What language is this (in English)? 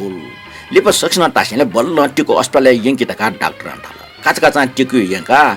Newari